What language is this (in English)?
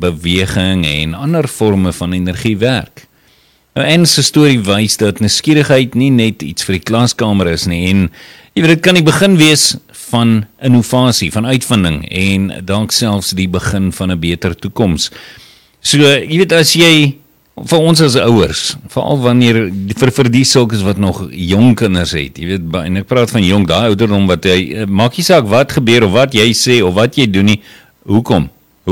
Afrikaans